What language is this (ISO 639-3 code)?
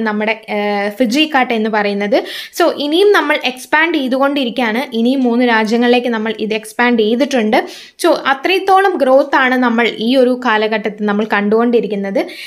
mal